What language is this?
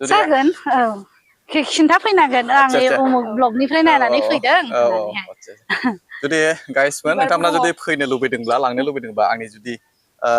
Bodo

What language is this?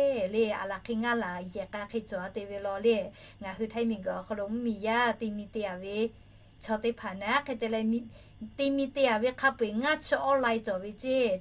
Lahu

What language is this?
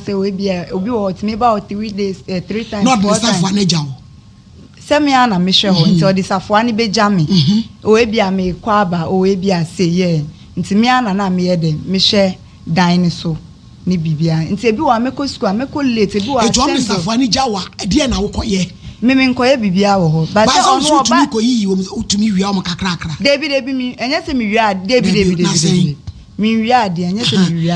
Akan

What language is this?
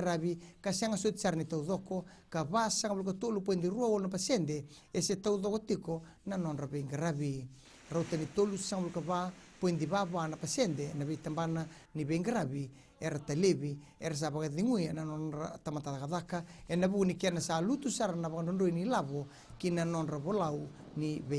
Fijian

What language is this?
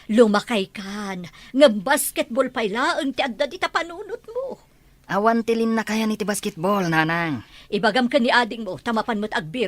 Iloko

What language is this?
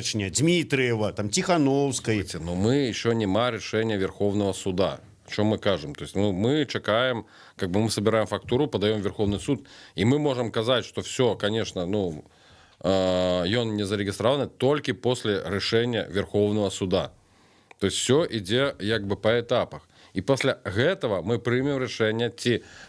Belarusian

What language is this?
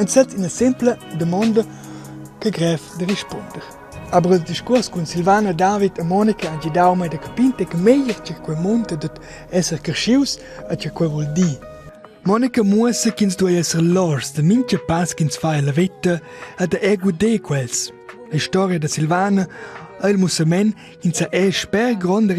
Romansh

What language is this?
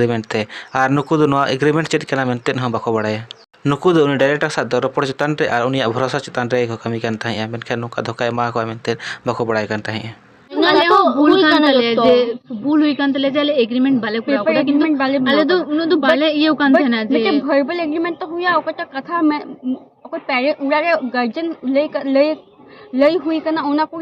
Santali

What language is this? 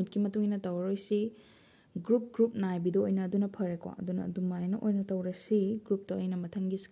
Manipuri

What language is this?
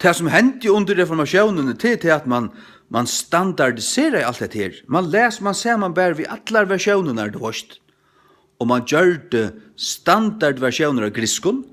Faroese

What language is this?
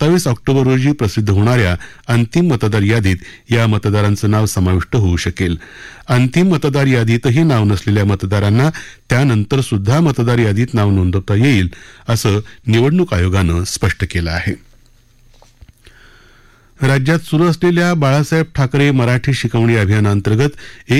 Marathi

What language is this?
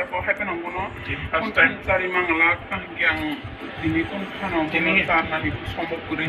Kok Borok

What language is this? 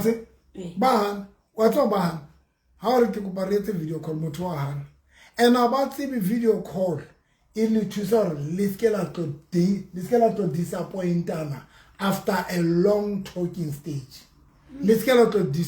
Southern Sotho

